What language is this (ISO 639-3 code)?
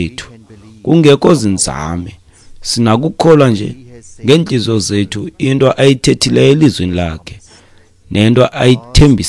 xho